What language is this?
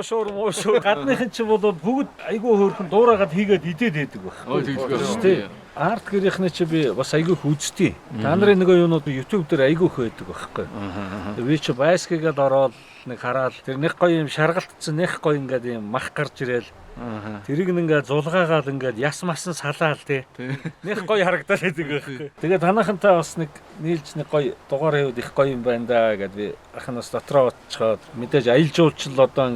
Mongolian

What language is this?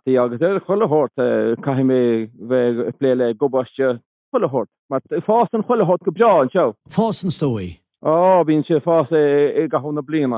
Irish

